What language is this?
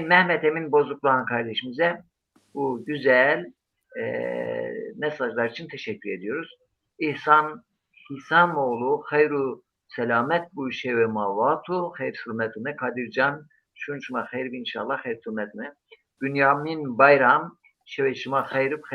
Zaza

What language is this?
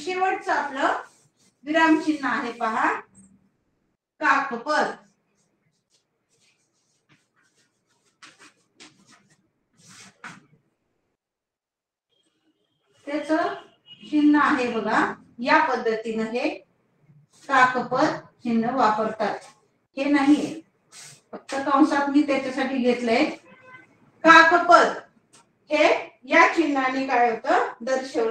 Marathi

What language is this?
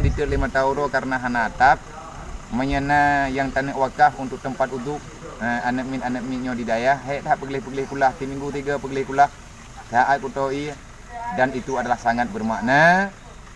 Achinese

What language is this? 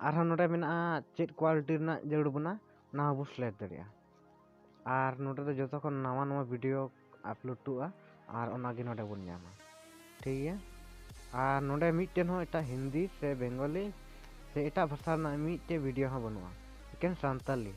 Santali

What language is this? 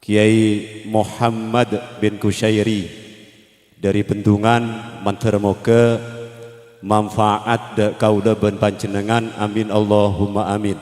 Madurese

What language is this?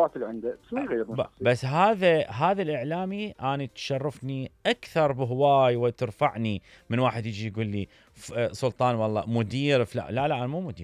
Mesopotamian Arabic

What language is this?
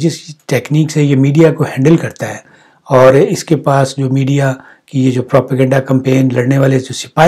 Urdu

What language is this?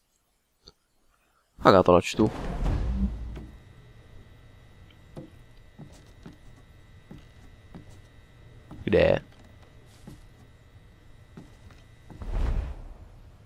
Czech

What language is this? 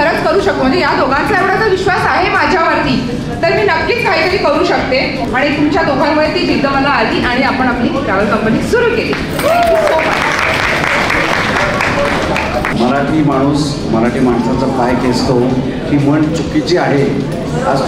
Marathi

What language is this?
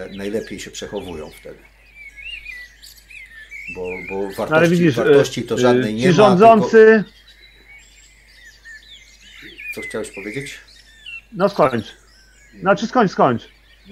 Polish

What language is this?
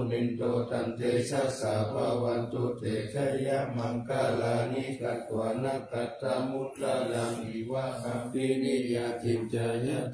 Pali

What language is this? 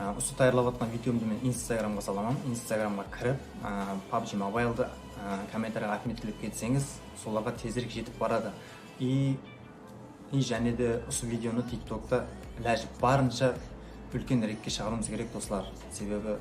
Kara-Kalpak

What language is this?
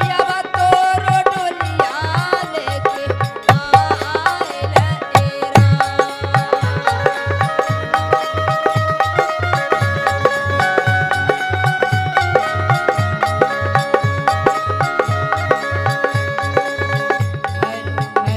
Bhojpuri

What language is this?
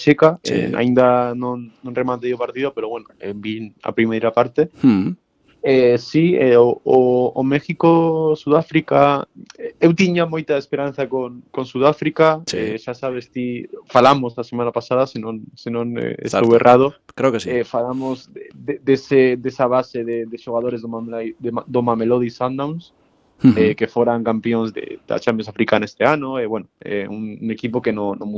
Galician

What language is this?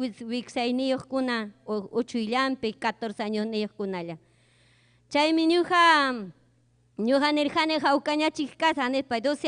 Ayacucho Quechua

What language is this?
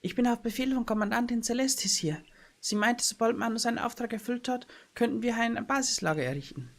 Bavarian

